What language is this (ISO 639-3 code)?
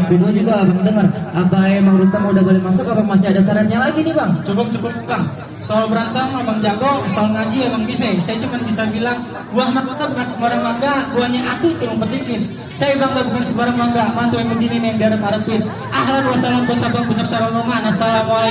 bew